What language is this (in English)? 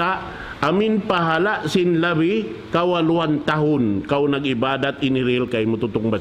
Tausug